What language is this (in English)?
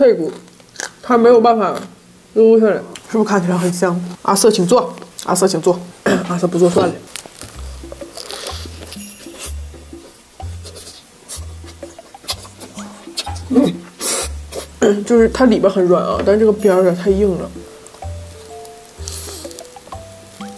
Chinese